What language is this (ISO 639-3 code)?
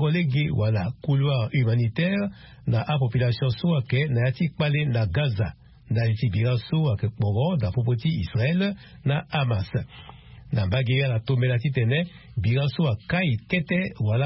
sag